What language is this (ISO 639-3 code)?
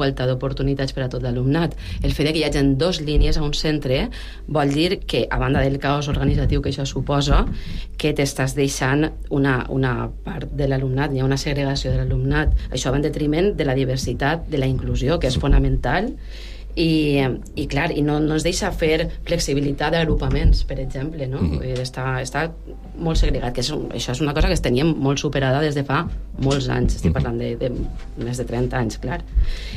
cat